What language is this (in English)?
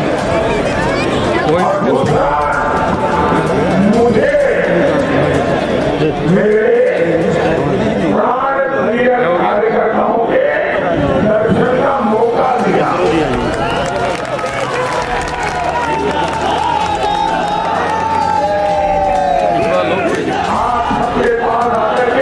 Hindi